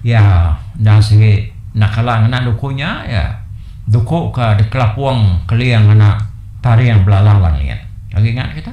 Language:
Iban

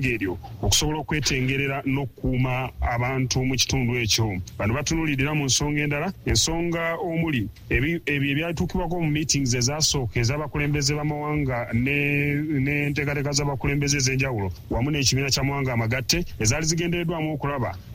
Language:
Ganda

